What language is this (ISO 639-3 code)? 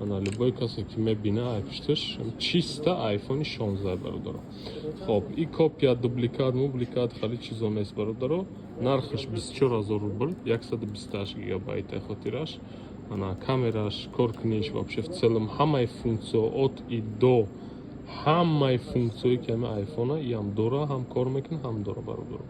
tgk